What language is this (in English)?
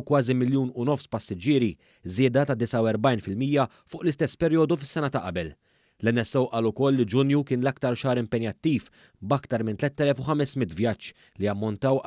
Maltese